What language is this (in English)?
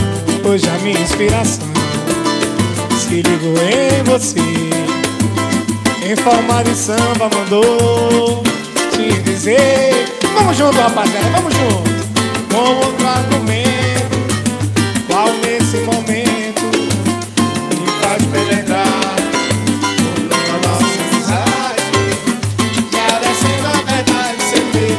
Portuguese